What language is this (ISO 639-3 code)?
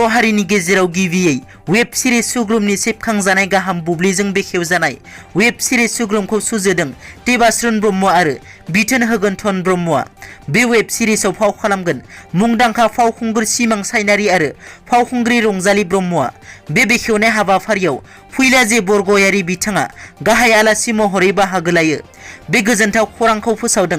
brx